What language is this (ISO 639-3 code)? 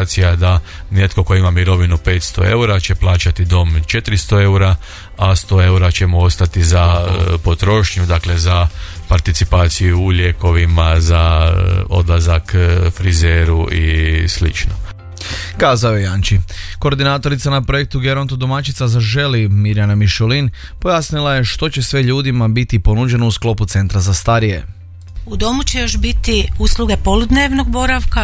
hrv